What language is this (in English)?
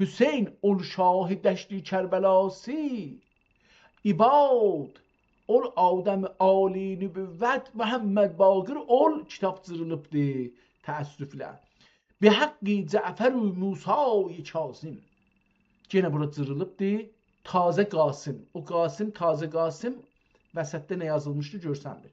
South Azerbaijani